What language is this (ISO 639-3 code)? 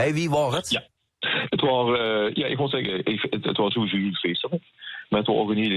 lim